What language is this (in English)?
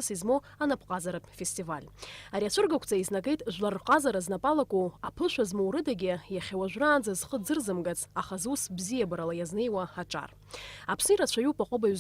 Abkhazian